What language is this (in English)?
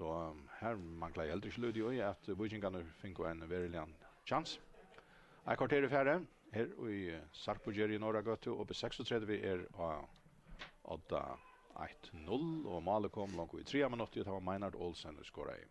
Faroese